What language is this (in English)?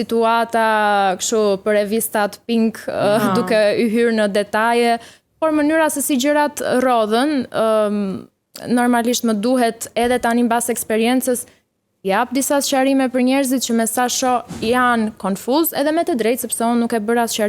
Albanian